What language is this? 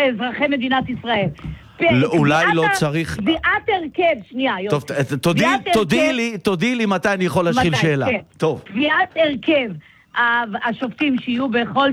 Hebrew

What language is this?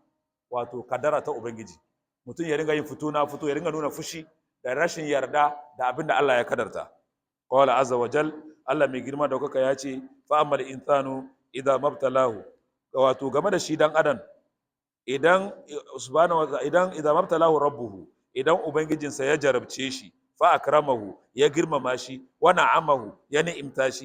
Hausa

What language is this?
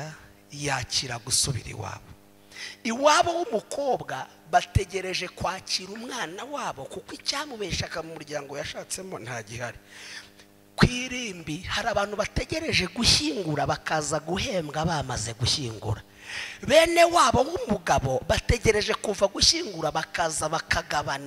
Kinyarwanda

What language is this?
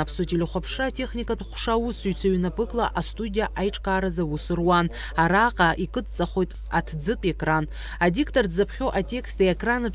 Abkhazian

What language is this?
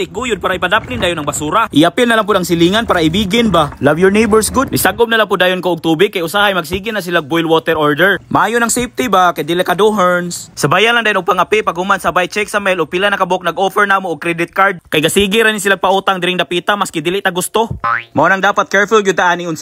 Cebuano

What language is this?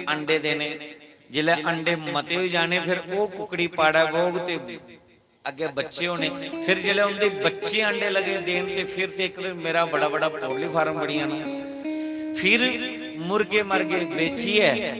Dogri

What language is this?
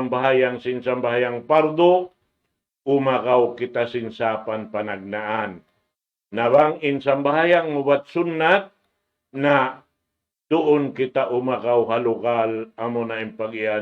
Tausug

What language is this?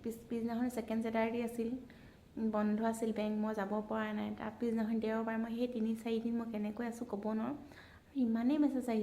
Assamese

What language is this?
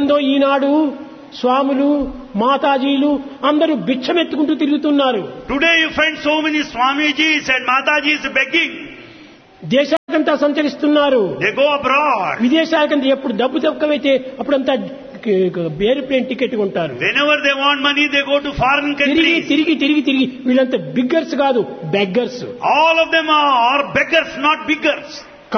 Telugu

